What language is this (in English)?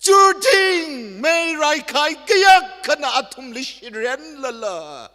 Tangkhul Naga (India)